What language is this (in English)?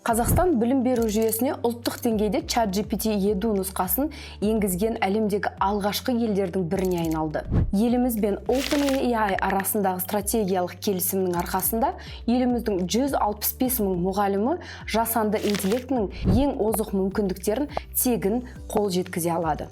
Kazakh